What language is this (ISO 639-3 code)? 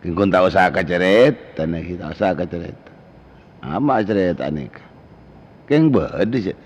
mad